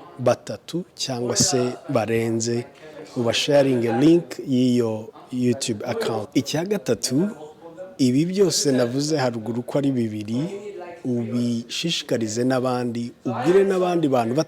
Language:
Kinyarwanda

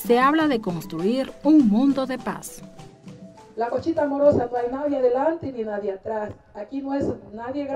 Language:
Imbabura Highland Quichua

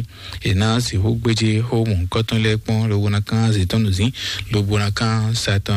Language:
Fon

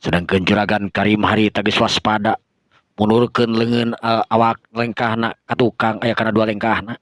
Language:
Sundanese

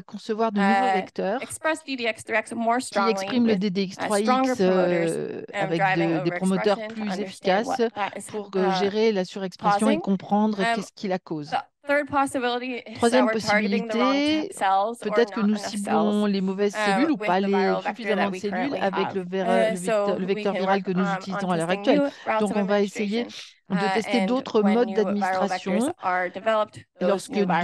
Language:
French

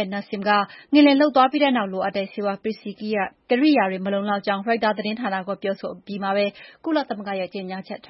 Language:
Burmese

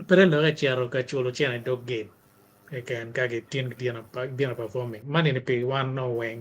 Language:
Acoli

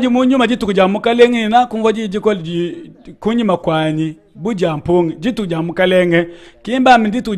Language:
Luba-Lulua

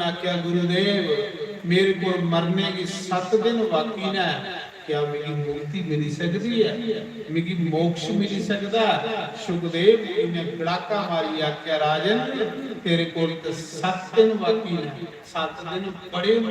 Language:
Dogri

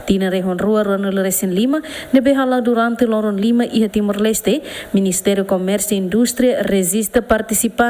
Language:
Tetum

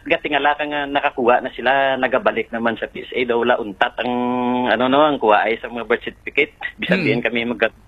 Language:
Hiligaynon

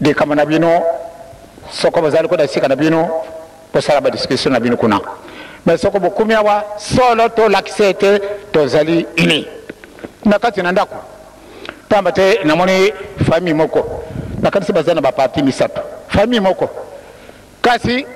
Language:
Lingala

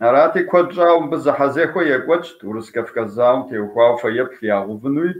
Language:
Kabardian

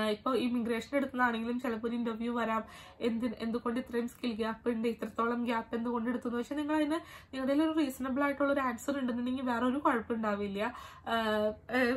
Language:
Malayalam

